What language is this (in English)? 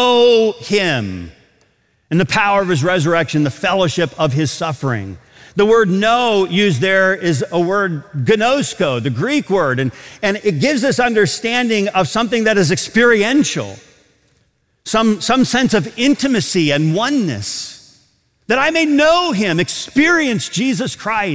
English